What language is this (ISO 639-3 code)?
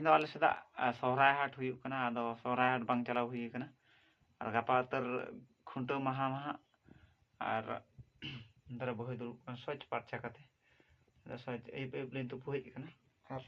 sat